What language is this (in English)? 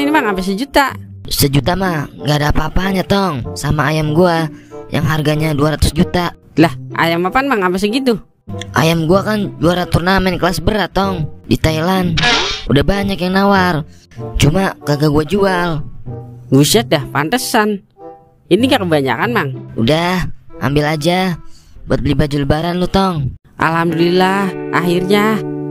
Betawi